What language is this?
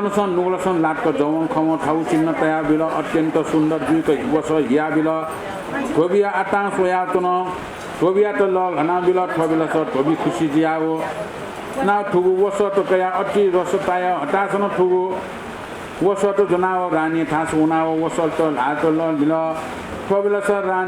Newari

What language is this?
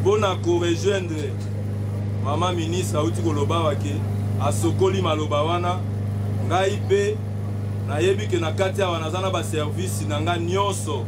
Lingala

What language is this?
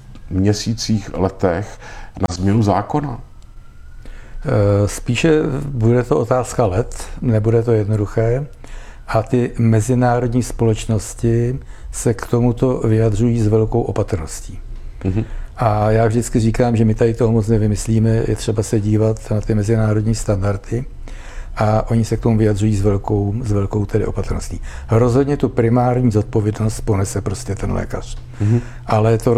Czech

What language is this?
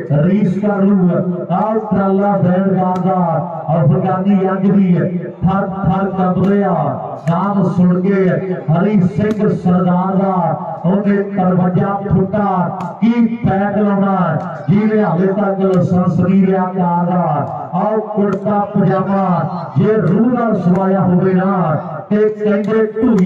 Punjabi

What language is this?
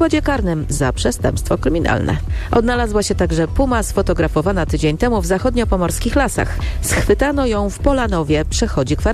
Polish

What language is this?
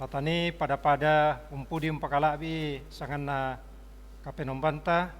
Toraja-Sa'dan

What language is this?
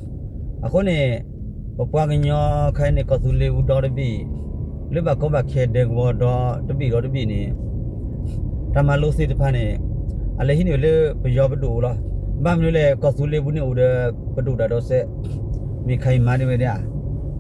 S'gaw Karen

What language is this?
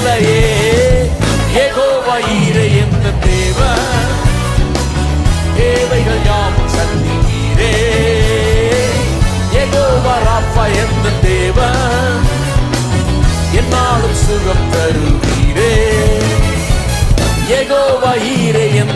Tamil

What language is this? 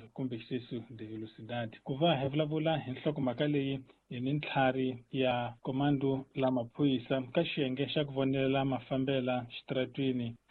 Tsonga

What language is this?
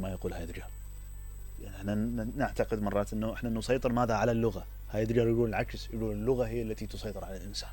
Mesopotamian Arabic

